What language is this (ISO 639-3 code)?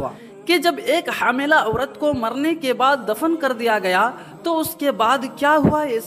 urd